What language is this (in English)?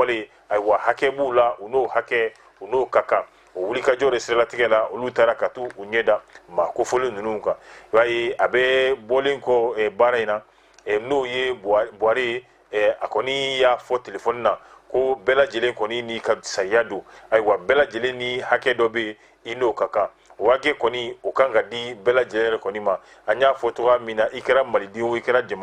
Bambara